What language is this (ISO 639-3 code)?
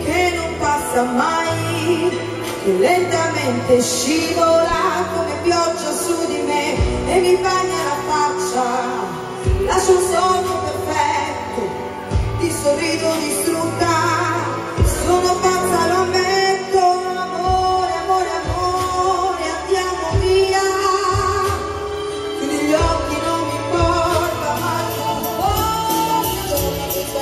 ita